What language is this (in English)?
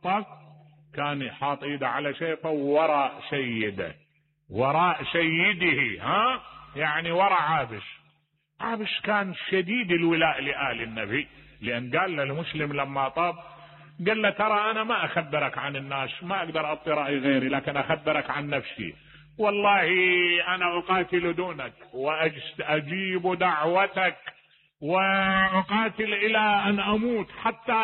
Mesopotamian Arabic